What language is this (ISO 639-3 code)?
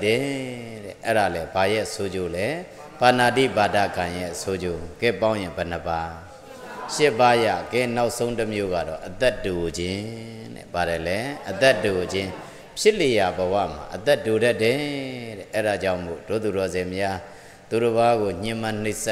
mya